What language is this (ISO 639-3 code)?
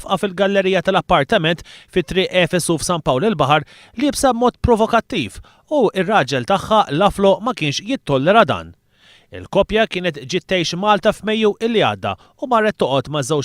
mlt